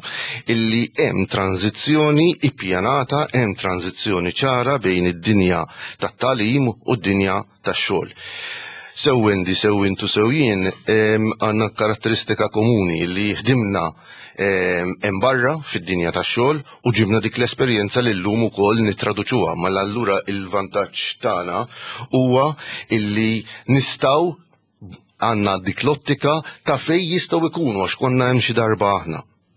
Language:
Maltese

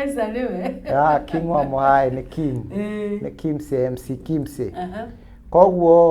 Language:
Kikuyu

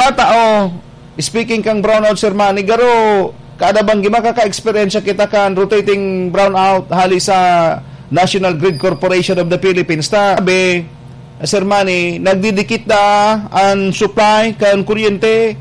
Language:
Bikol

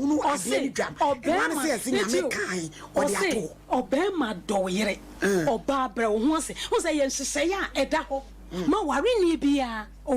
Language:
Akan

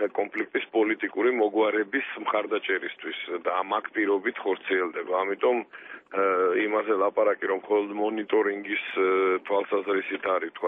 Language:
Georgian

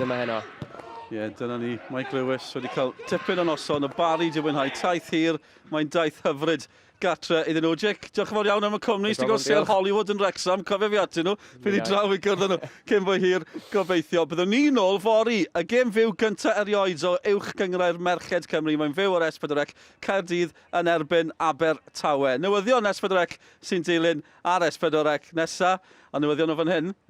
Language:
Welsh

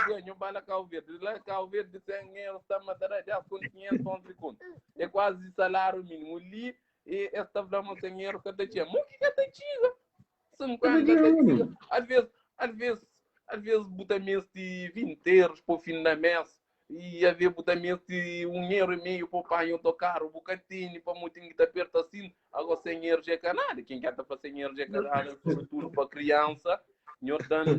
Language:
Kabuverdianu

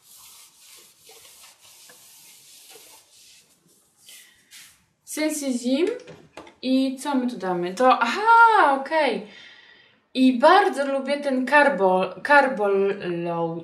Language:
Polish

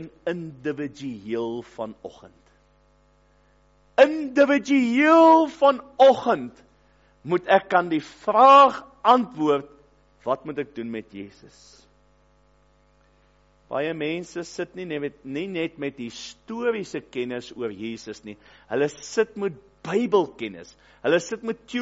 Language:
Afrikaans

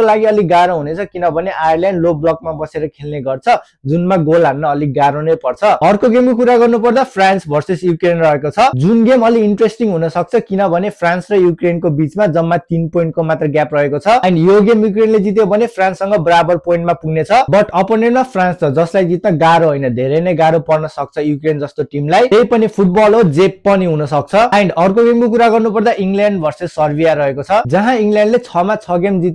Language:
Nepali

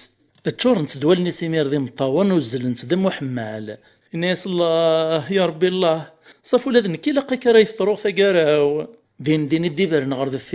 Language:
Kabyle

